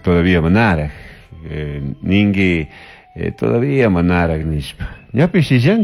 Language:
Chimborazo Highland Quichua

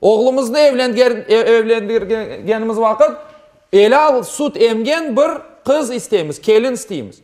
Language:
Crimean Tatar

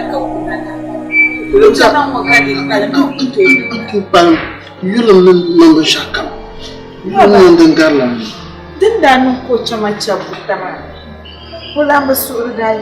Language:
Dagbani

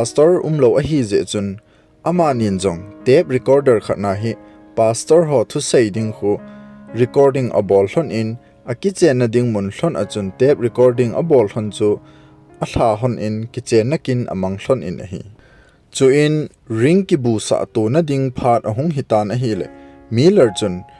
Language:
Thado Chin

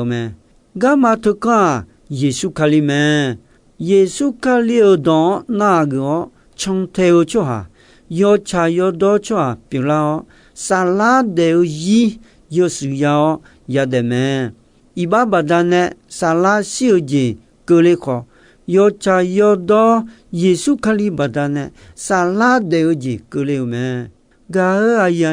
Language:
Akha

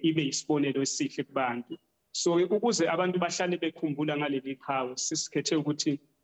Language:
Zulu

